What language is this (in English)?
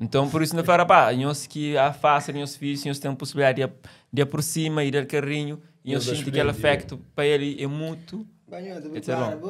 Kabuverdianu